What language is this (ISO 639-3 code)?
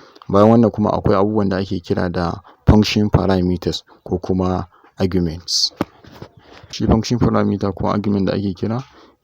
hau